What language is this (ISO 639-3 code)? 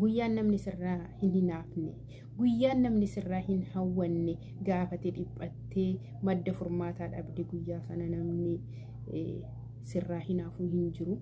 orm